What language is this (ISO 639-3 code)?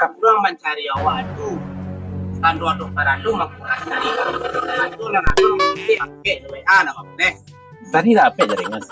min